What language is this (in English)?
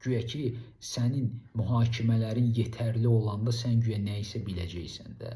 Azerbaijani